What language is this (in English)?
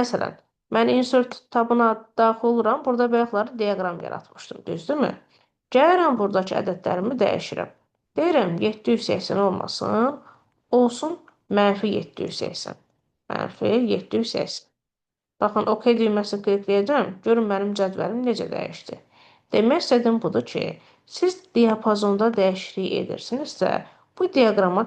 Azerbaijani